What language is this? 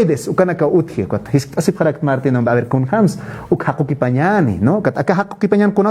Aymara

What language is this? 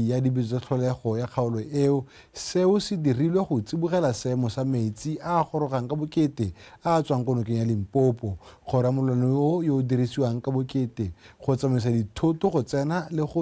Tswana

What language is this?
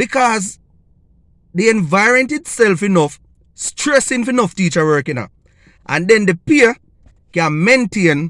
Jamaican Creole English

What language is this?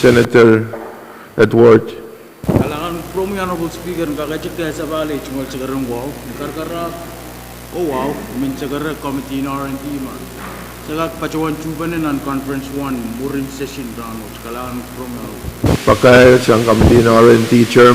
Pohnpeian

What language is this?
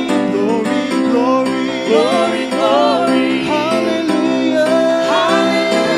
Tongan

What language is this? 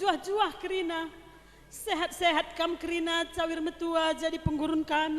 Batak Karo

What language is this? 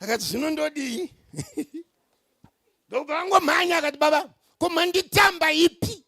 Shona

